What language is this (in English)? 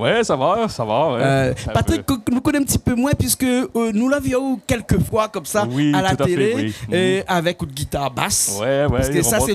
Réunion Creole French